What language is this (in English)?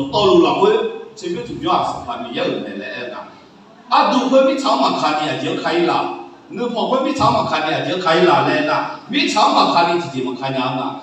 Akha